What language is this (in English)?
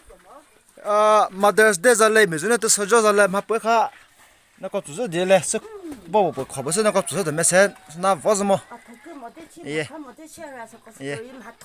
Chokri Naga